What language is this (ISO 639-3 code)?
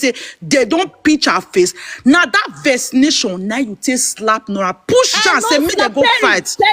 pcm